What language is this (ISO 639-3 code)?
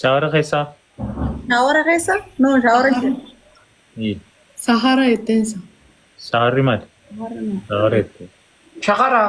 orm